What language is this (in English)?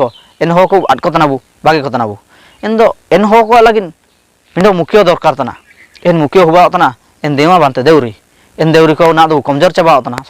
Ho